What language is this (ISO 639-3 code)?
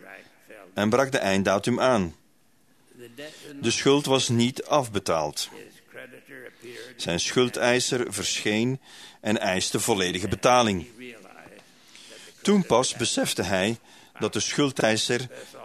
nld